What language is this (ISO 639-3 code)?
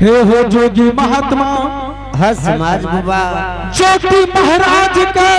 anp